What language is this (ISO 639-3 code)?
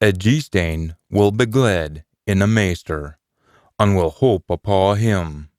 sco